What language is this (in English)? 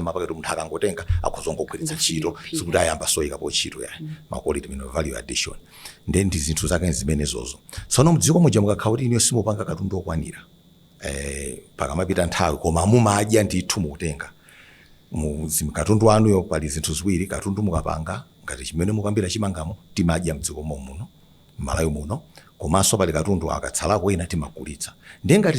Nyanja